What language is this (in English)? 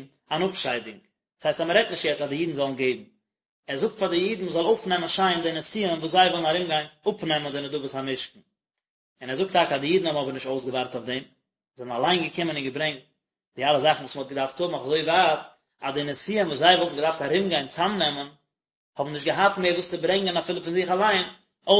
Yiddish